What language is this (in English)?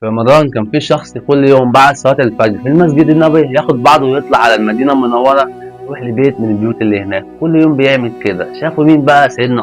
Egyptian Arabic